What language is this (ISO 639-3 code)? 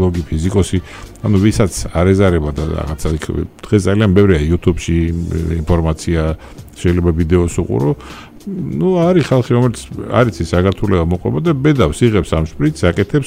kat